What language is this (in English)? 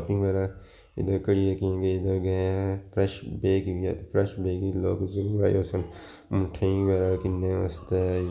Pahari-Potwari